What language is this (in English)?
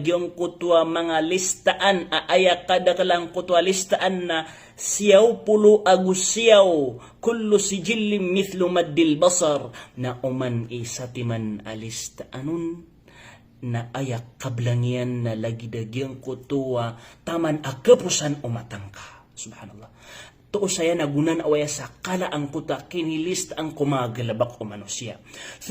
Maranao